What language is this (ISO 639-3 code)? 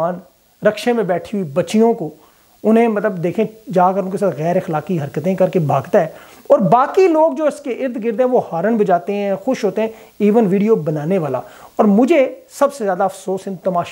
urd